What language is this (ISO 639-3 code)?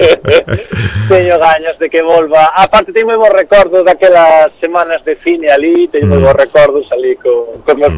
glg